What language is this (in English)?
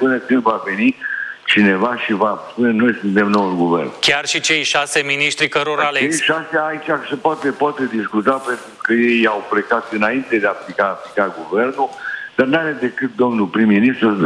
Romanian